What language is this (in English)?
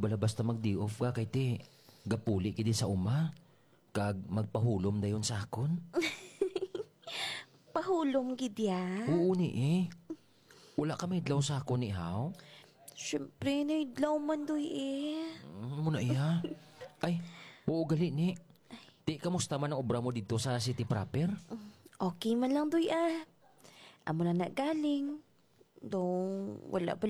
Hiligaynon